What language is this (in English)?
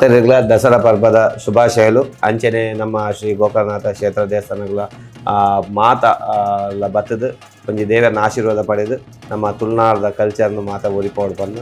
Tulu